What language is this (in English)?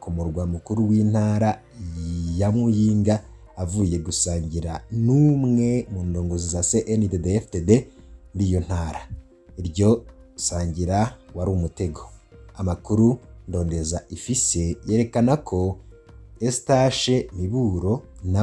Rundi